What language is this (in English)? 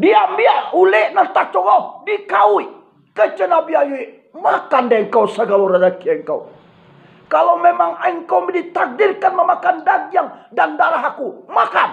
Minangkabau